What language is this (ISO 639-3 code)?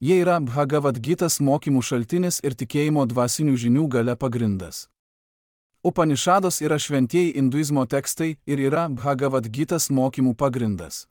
lit